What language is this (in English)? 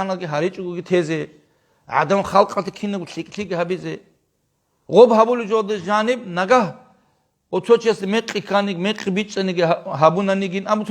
Avaric